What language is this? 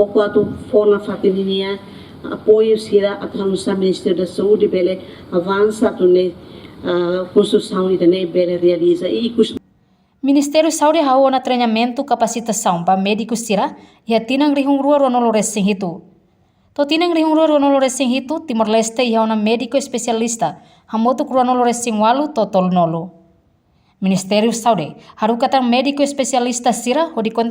Tetum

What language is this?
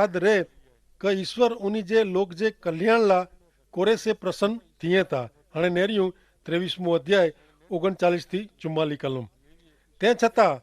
Kachhi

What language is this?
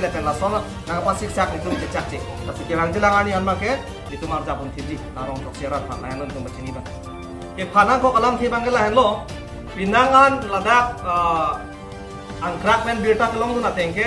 Karbi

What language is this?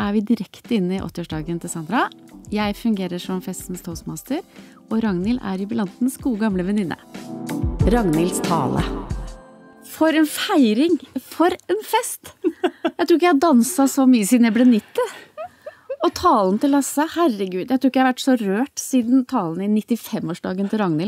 Norwegian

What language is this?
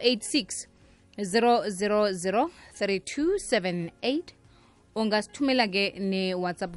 South Ndebele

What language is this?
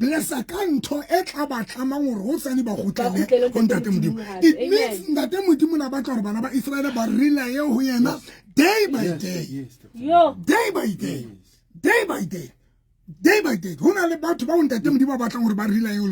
Southern Sotho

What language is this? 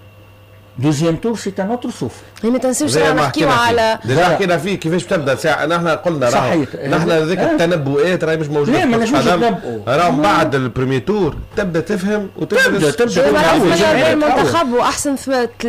Tunisian Arabic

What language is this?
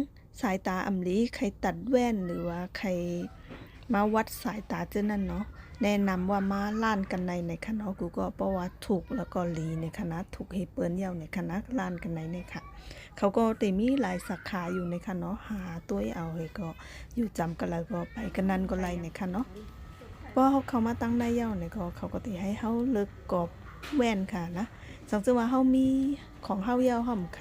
Shan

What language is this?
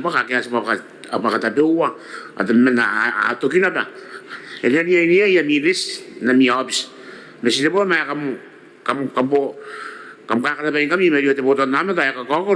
Gilbertese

